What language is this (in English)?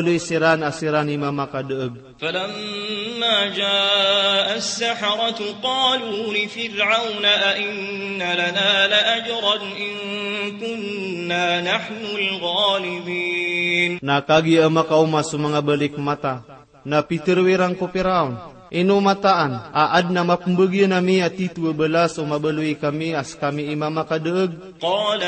Maranao